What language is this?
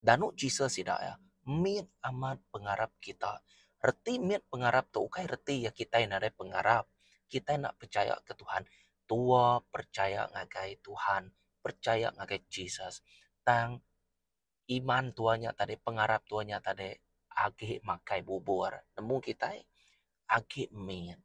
Iban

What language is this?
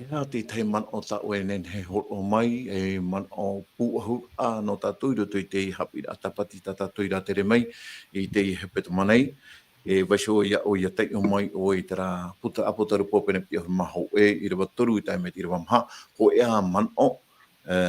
Tahitian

